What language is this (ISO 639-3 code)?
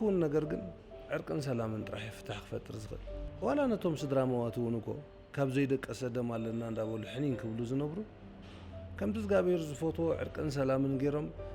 tir